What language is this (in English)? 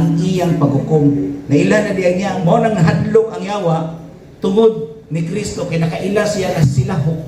Cebuano